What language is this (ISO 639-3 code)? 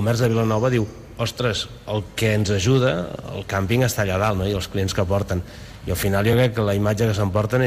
cat